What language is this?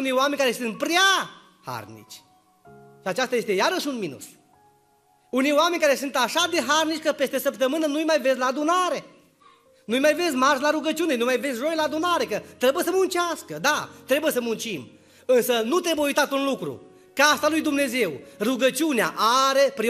Romanian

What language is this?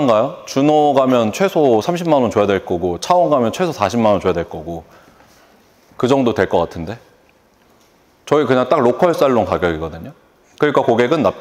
Korean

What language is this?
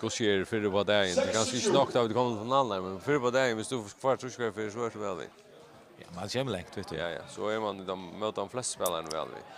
Faroese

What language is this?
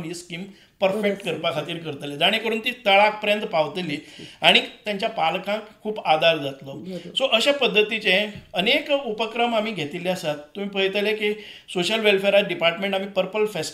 Konkani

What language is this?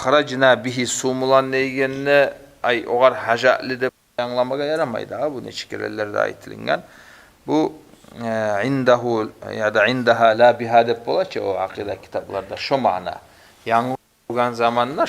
Kumyk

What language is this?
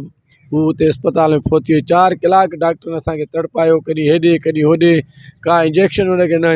Sindhi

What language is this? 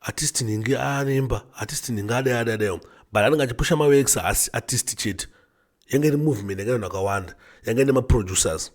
Shona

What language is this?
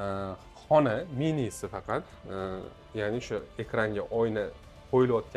Uzbek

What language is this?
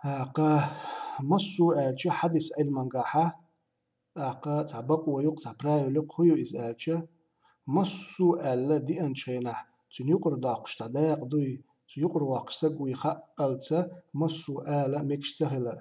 Chechen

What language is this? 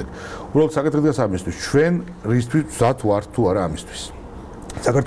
Georgian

